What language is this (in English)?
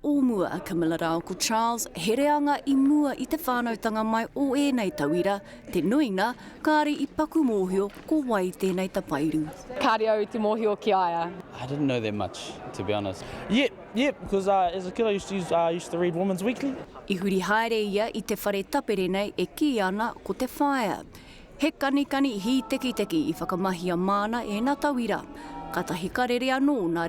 Māori